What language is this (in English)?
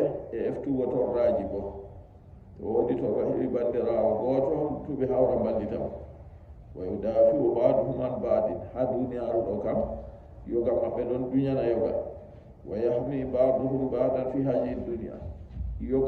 Nigerian Fulfulde